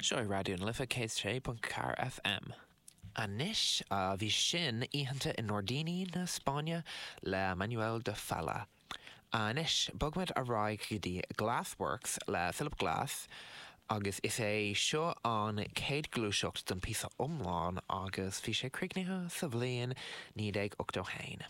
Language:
Irish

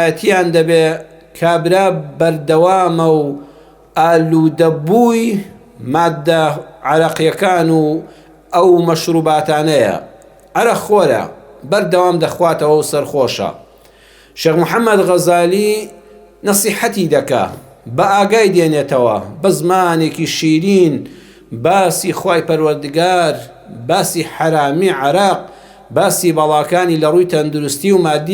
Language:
Central Kurdish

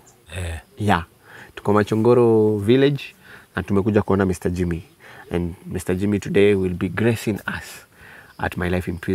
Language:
Swahili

